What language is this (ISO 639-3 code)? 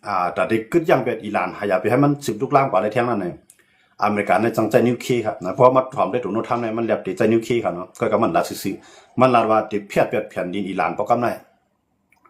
shn